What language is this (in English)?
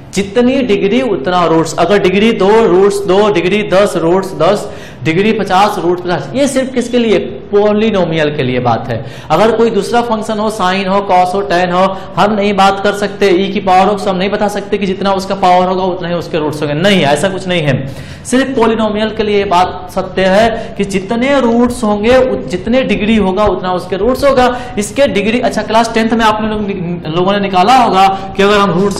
Hindi